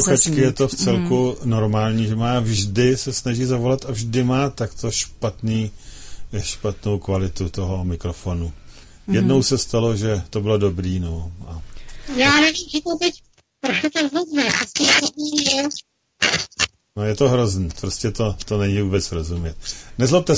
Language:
Czech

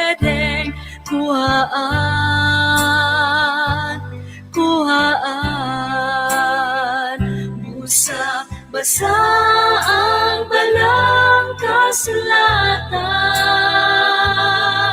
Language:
Cebuano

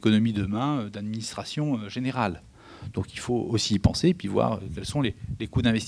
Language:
French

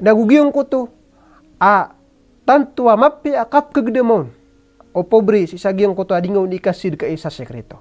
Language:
Maranao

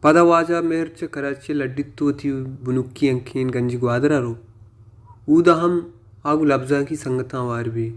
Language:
Baluchi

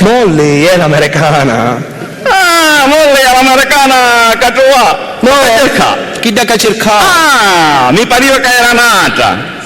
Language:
Sicilian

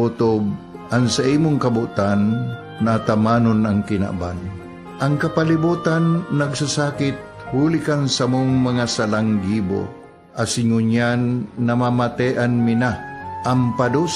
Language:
Bikol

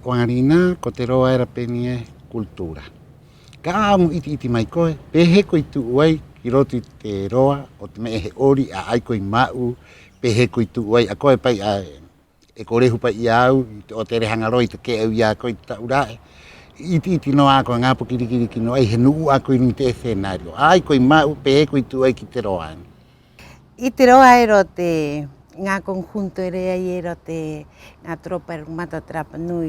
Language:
Rapanui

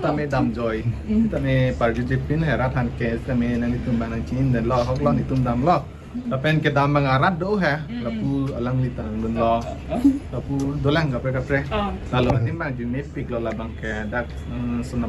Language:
Karbi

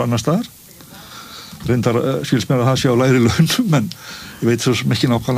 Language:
Icelandic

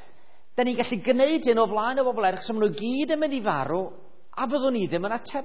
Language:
Welsh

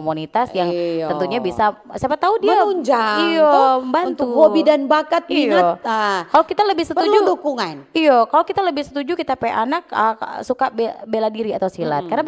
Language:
Manado Malay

